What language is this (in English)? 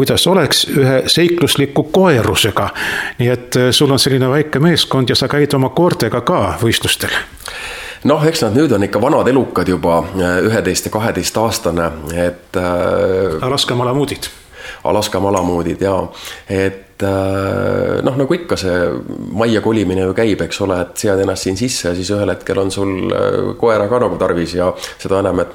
Estonian